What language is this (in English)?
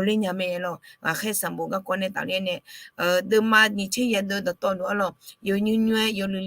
Akha